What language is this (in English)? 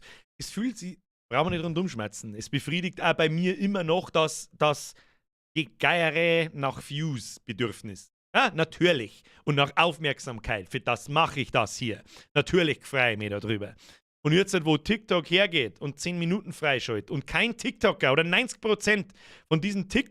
Bavarian